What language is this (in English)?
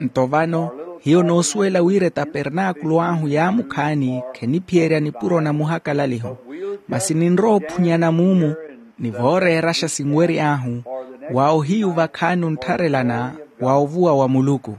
Makhuwa